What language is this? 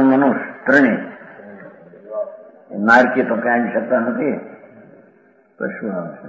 Gujarati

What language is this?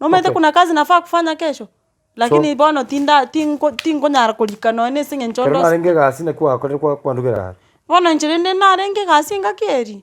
Gusii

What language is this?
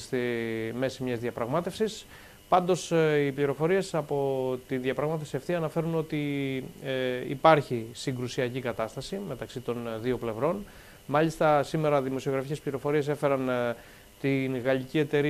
Greek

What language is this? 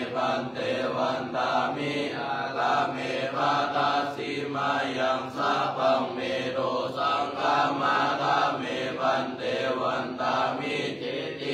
Pali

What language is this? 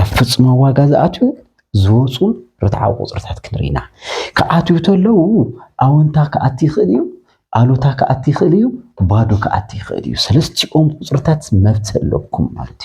Tigrinya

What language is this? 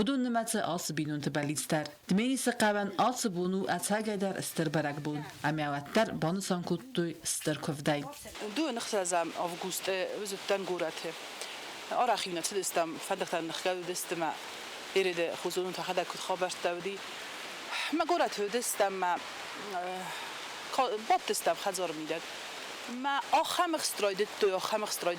Ossetic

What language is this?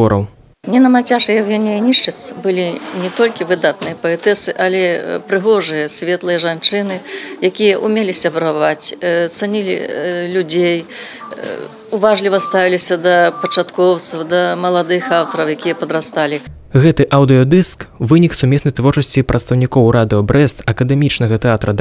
Belarusian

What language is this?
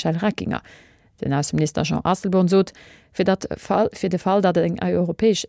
Luxembourgish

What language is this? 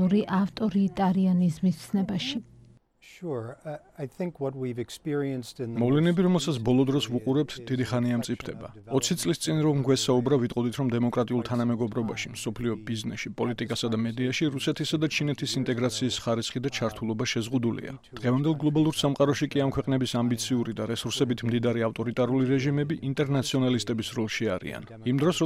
Georgian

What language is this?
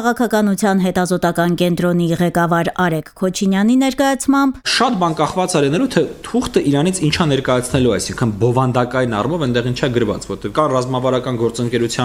Armenian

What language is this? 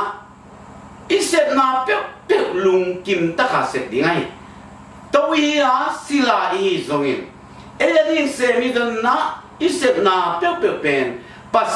Tedim Chin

